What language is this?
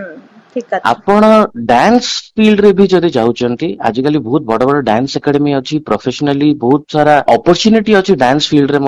Odia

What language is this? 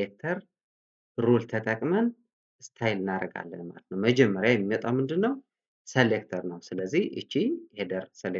Amharic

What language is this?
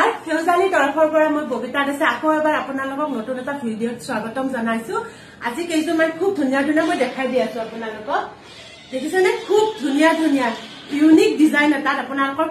Assamese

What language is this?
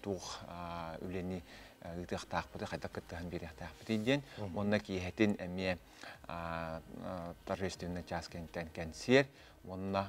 Yakut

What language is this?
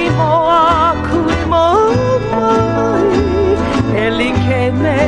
Hawaiian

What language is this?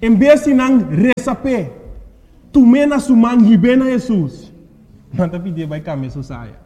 Papiamento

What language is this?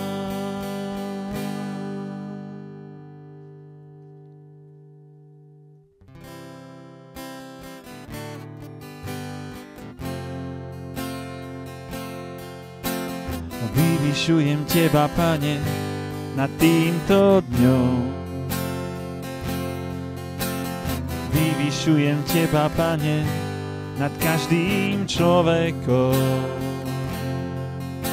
Slovak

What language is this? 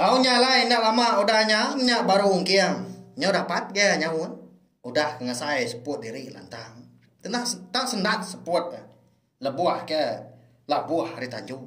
Iban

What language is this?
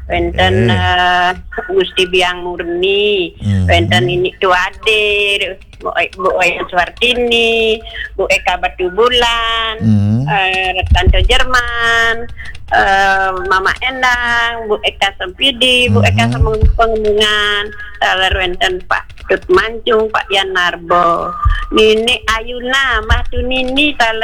Balinese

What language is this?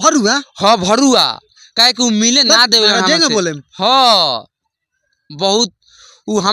Bhojpuri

